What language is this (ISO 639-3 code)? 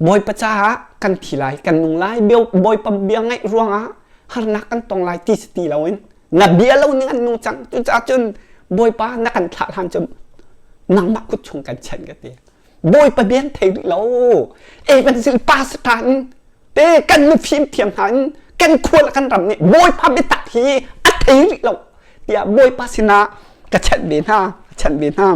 cnh